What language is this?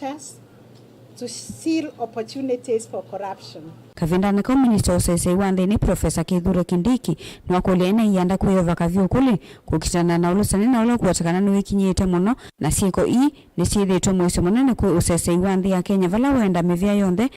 Kamba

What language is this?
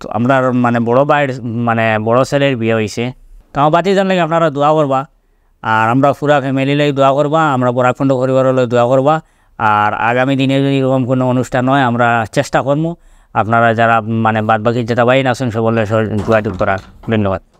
Sylheti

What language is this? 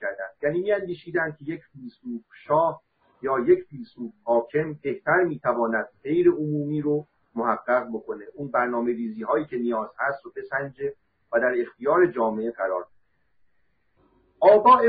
Persian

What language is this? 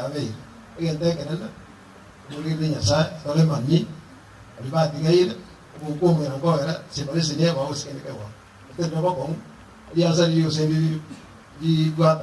Gusii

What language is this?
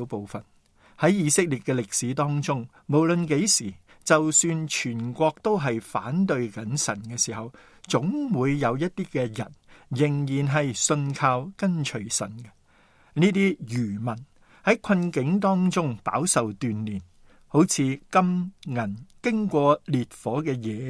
Cantonese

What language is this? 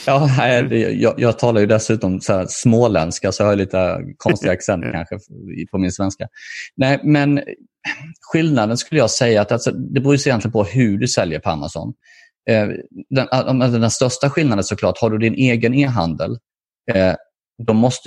Swedish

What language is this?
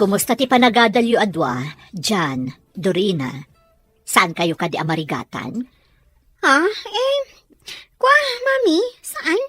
Iloko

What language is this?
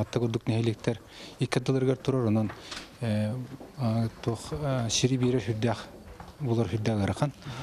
Yakut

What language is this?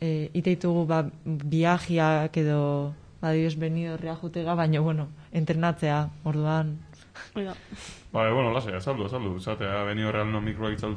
Basque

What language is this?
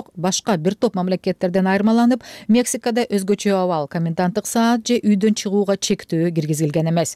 Kyrgyz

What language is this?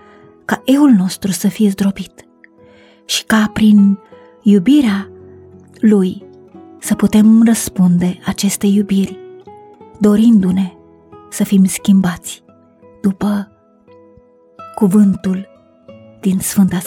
Romanian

